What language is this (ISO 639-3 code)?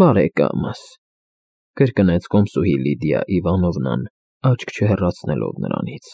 hye